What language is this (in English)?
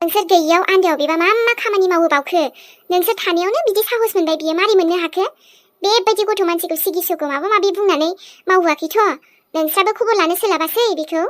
Bodo